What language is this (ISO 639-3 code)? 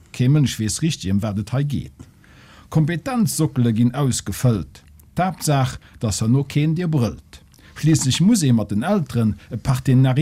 ltz